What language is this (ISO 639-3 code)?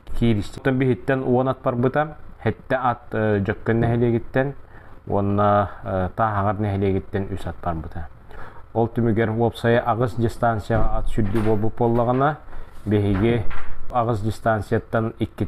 sah